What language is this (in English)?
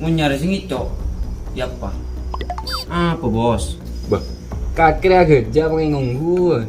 Madurese